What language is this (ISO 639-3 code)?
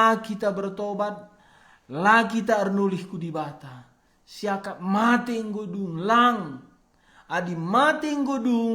btx